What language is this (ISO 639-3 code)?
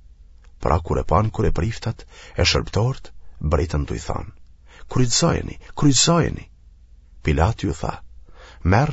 sqi